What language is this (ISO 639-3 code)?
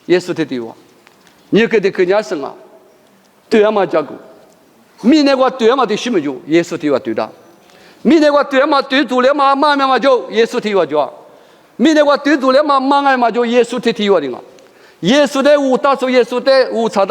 lis